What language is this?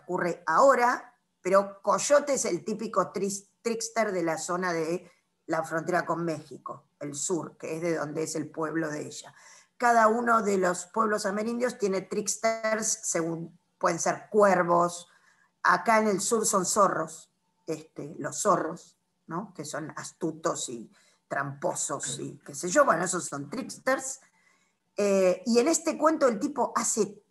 Spanish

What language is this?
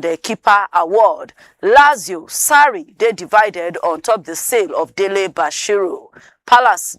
Nigerian Pidgin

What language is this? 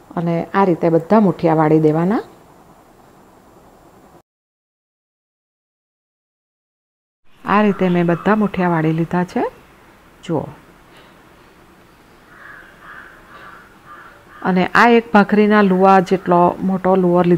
Gujarati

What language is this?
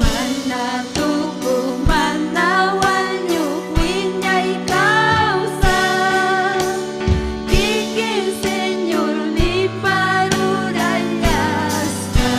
Ayacucho Quechua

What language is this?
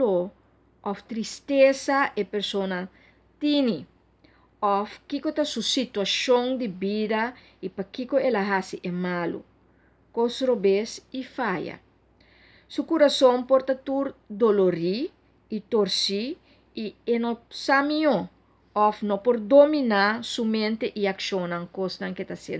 Papiamento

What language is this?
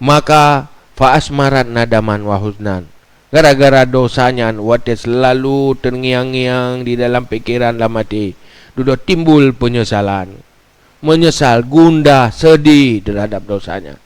Achinese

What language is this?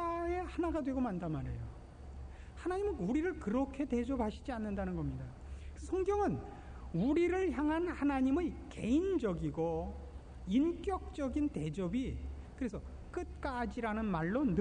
Korean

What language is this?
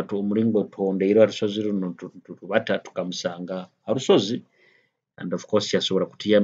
Nyoro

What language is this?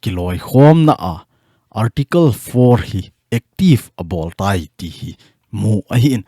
Thado Chin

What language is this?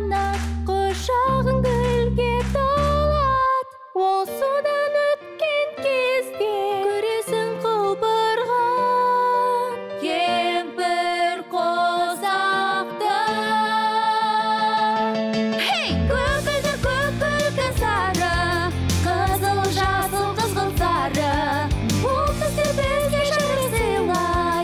Kazakh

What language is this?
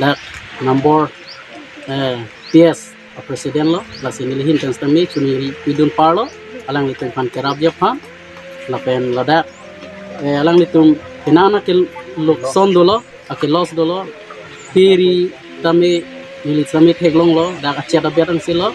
Karbi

